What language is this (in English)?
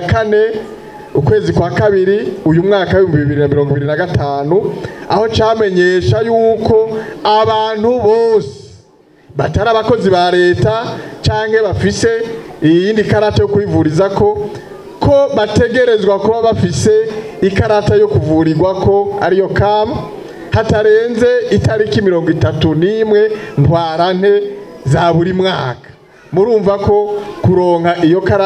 Rundi